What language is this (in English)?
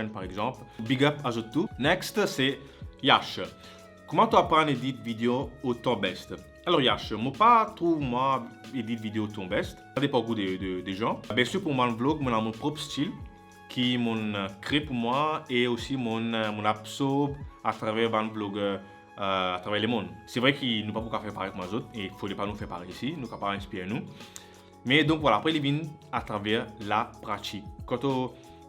Morisyen